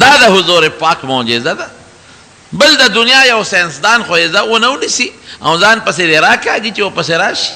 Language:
Pashto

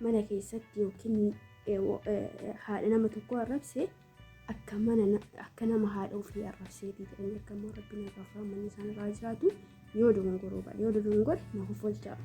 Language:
Oromo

